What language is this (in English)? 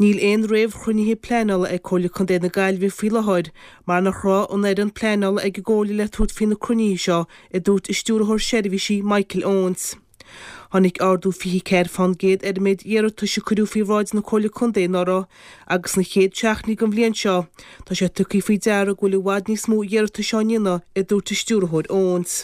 Irish